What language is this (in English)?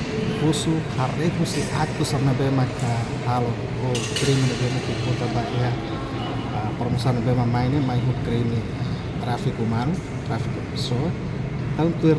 Tetum